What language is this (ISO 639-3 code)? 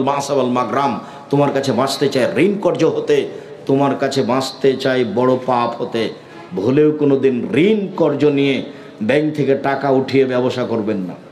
ben